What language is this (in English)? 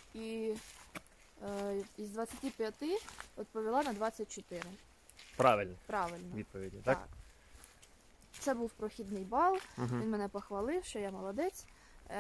Ukrainian